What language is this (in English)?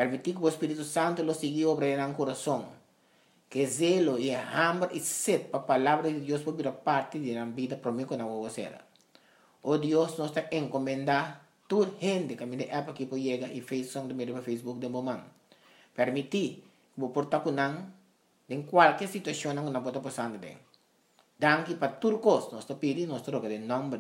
Papiamento